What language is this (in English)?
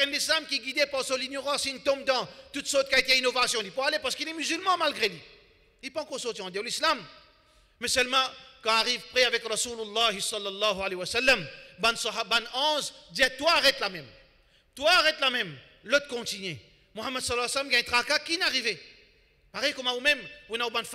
French